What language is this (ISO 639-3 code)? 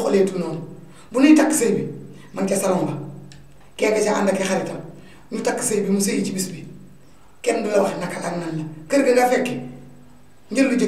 wol